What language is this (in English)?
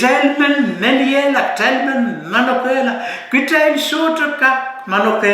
Pohnpeian